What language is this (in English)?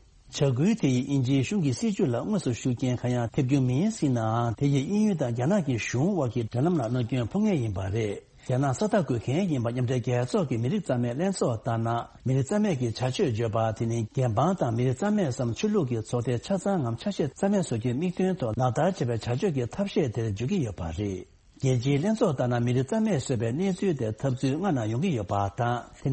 Tibetan